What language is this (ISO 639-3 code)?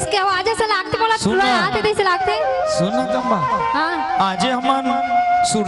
hne